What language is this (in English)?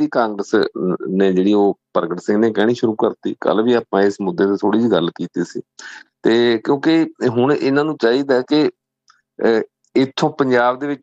Punjabi